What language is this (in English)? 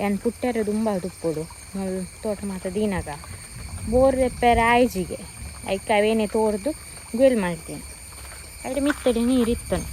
Tulu